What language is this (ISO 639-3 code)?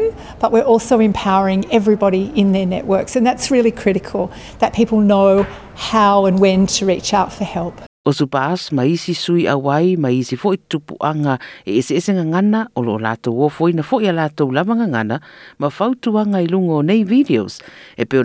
smo